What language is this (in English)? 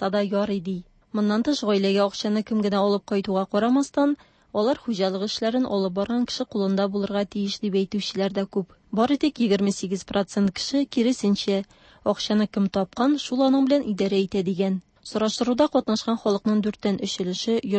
Tatar